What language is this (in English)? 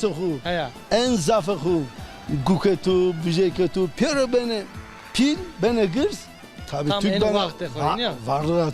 Zaza